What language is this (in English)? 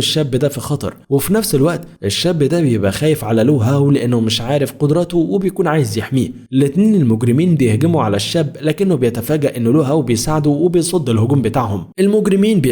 Egyptian Arabic